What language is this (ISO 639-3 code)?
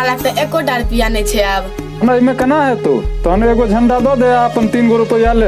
mai